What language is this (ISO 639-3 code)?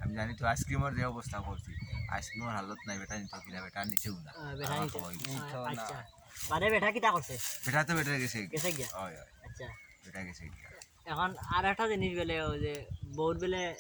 syl